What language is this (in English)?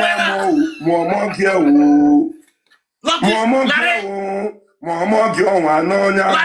Nigerian Pidgin